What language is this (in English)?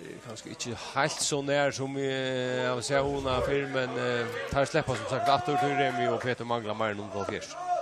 Faroese